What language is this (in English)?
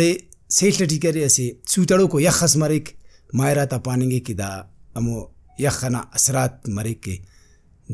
Brahui